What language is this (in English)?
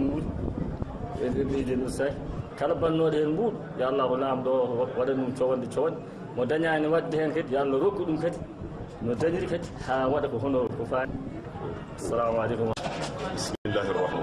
Fula